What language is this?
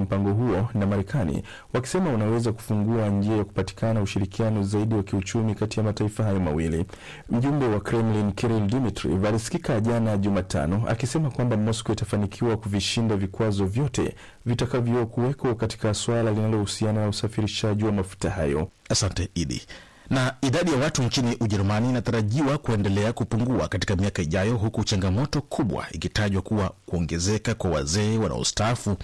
Swahili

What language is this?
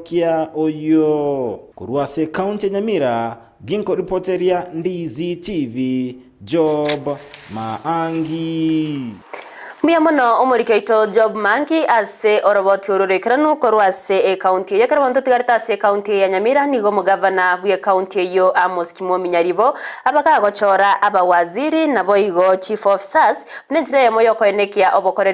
Gusii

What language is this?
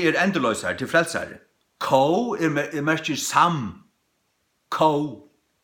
Faroese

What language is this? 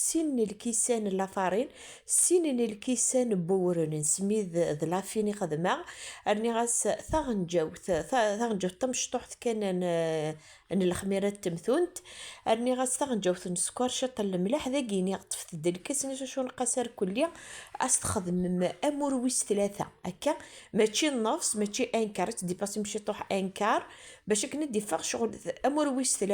Kabyle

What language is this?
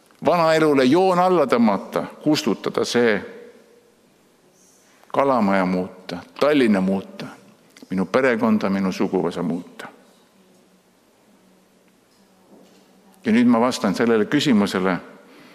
Estonian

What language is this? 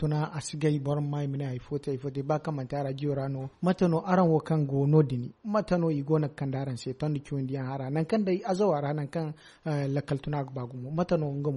Zarma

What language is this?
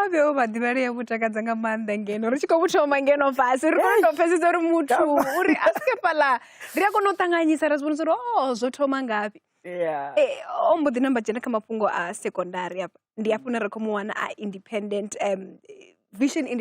Venda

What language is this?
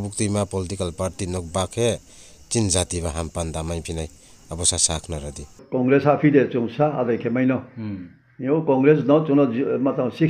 Riang (India)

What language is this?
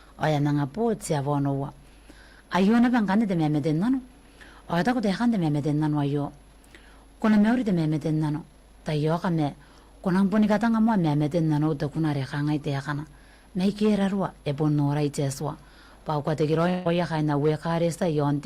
Gilbertese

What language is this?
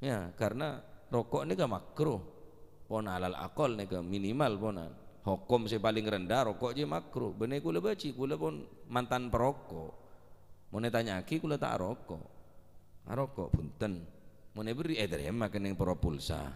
Madurese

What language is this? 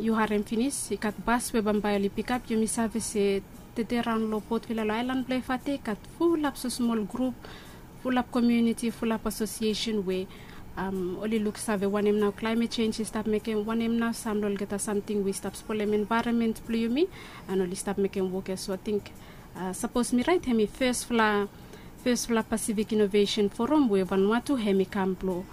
Bislama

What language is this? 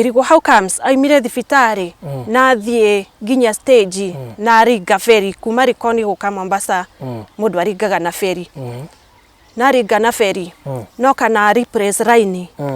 Kikuyu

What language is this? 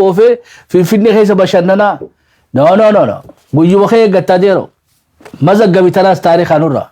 Oromo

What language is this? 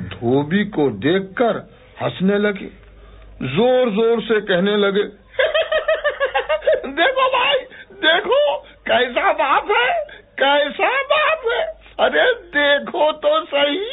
Hindi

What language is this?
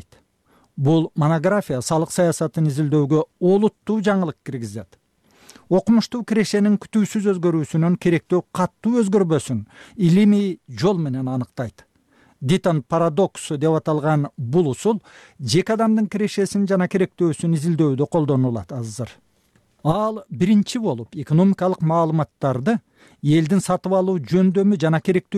Kyrgyz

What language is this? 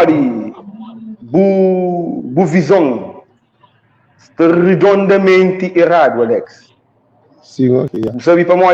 Kabuverdianu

